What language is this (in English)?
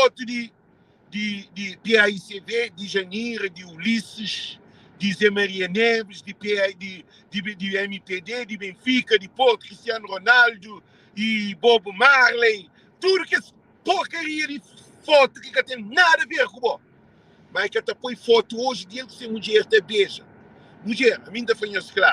Kabuverdianu